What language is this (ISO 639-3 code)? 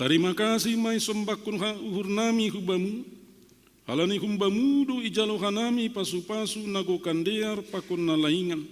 bts